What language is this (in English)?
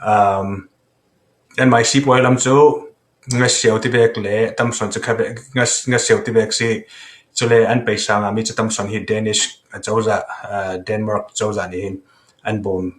Falam Chin